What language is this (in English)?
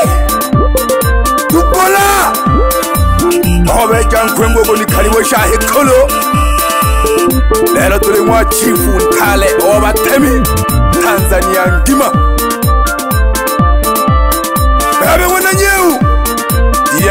Swahili